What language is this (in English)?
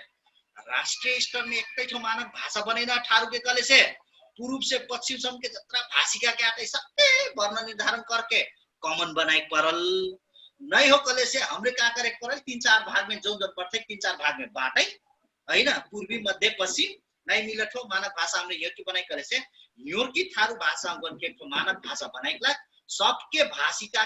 Dangaura Tharu